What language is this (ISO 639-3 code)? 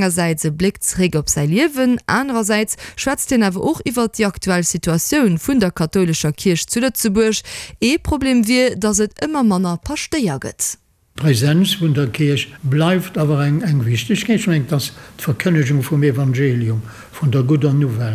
ltz